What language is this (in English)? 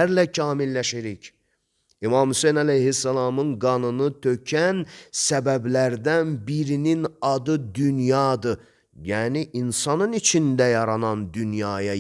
Azerbaijani